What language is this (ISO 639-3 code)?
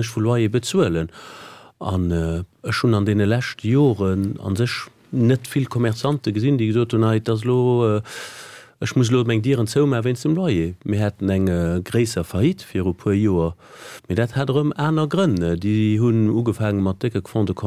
ltz